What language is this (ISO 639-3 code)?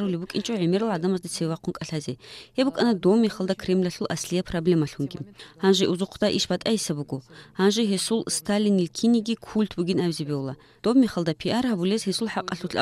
ava